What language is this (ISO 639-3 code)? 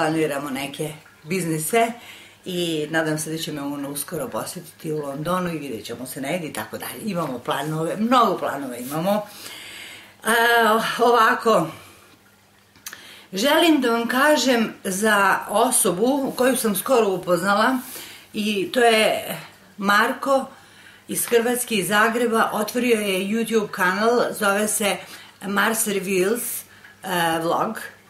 srp